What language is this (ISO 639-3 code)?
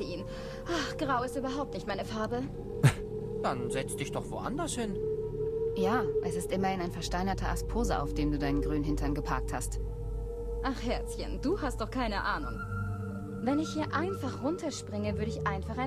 gsw